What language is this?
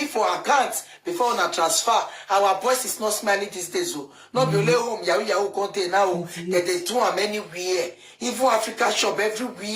Nigerian Pidgin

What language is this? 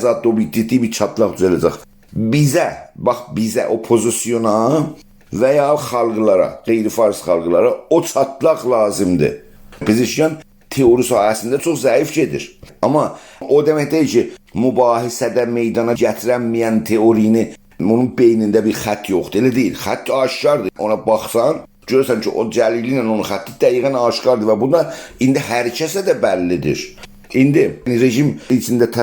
South Azerbaijani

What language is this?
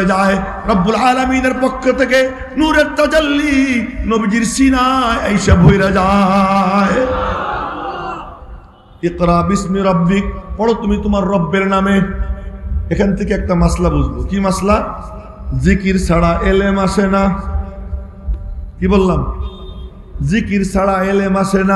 Bangla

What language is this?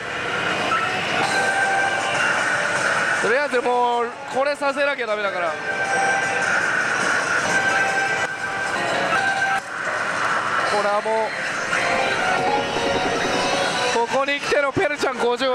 Japanese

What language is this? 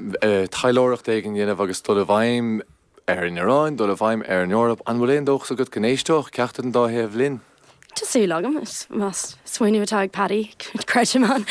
Irish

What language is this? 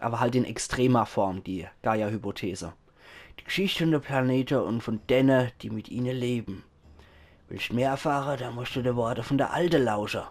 Palatine German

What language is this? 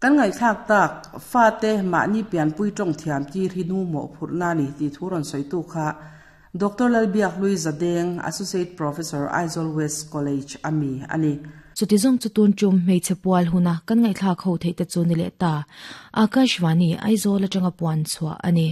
Mizo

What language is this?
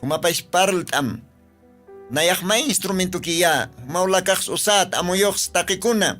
Aymara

